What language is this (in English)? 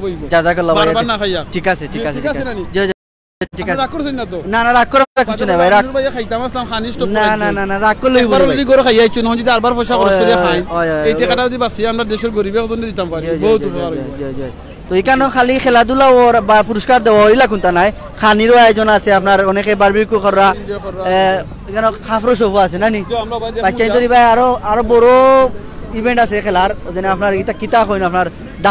Sylheti